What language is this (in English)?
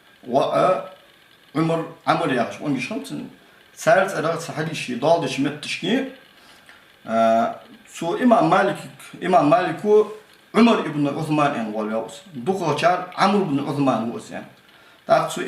Ingush